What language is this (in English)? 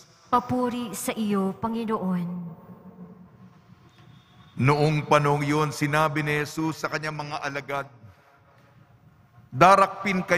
Filipino